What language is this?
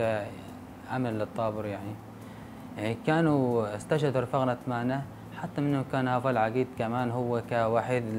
North Levantine Arabic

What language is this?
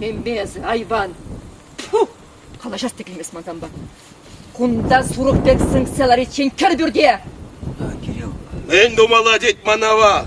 Chuvash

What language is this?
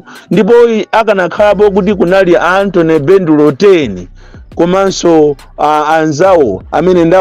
Nyanja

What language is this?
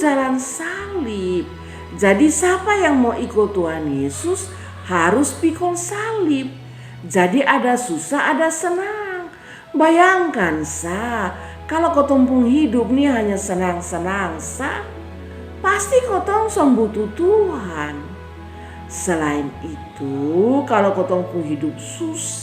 Kupang Malay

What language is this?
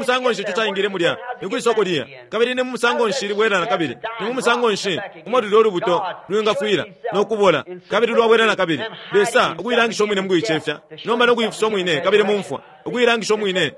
Bemba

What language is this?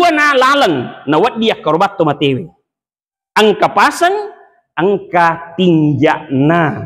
Buginese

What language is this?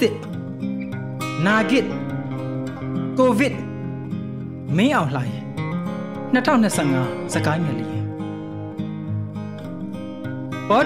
Burmese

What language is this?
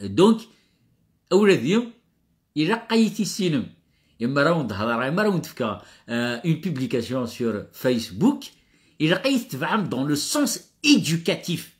Kabyle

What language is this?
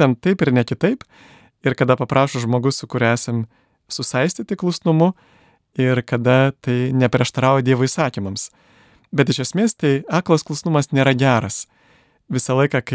Lithuanian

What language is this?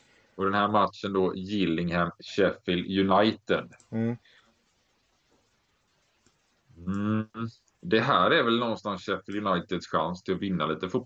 Swedish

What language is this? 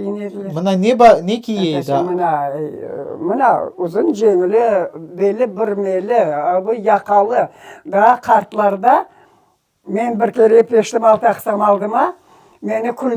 Crimean Tatar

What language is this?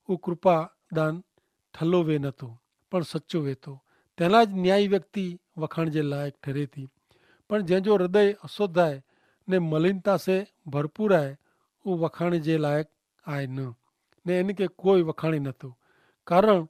Kachhi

